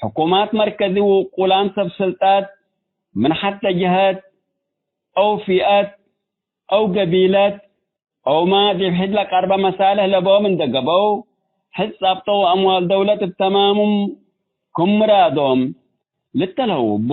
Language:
Tigre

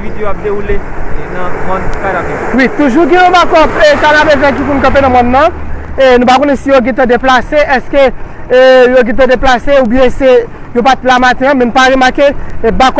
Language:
Haitian Creole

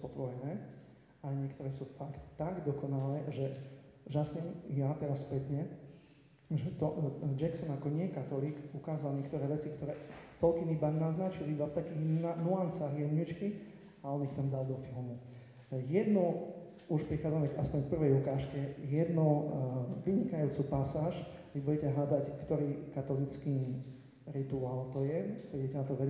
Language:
Slovak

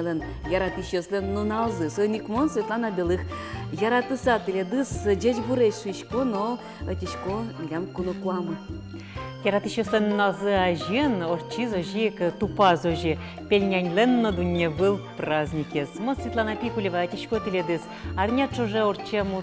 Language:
Udmurt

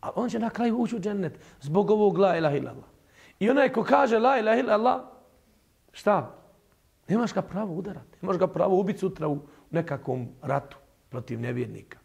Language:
Bosnian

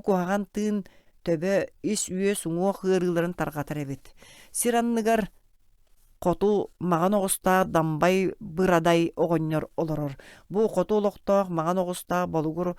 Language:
Yakut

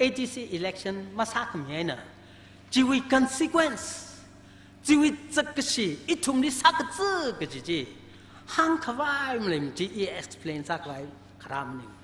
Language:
Tangkhul Naga (India)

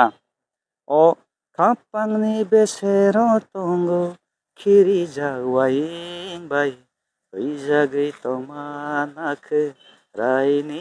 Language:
Kok Borok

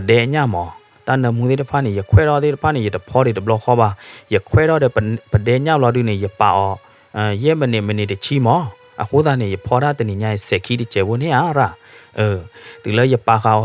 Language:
S'gaw Karen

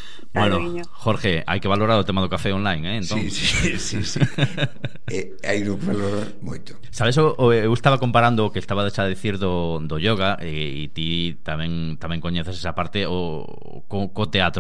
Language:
Galician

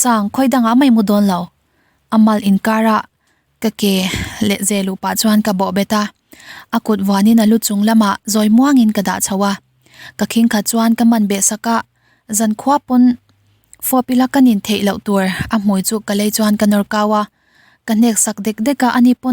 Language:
Mizo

